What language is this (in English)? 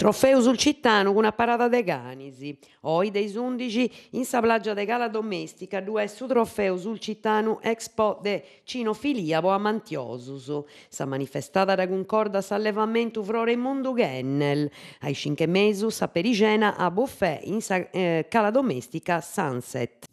Sardinian